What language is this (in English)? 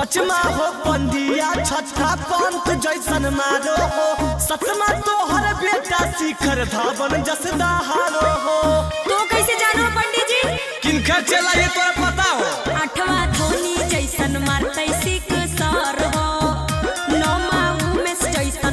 Magahi